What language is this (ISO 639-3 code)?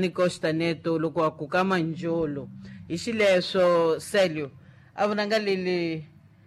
tso